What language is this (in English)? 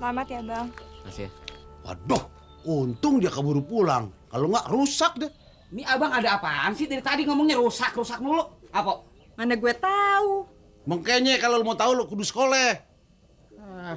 Betawi